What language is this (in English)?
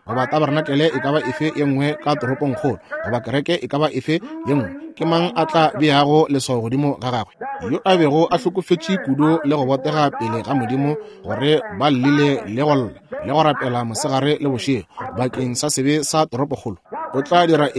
Northern Sotho